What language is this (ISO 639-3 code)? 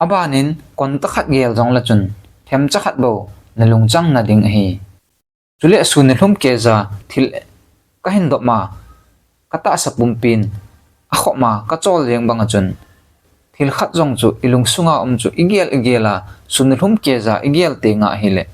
tcz